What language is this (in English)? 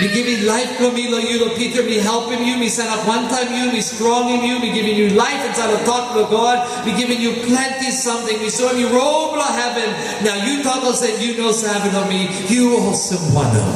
Tok Pisin